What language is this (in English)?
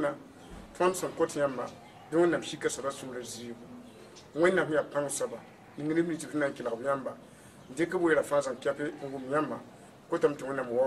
Mossi